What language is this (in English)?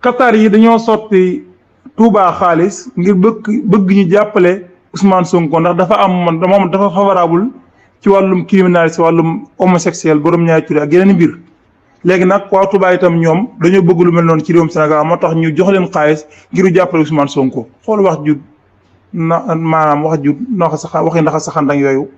Wolof